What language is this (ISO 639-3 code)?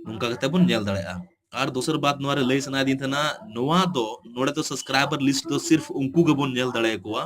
sat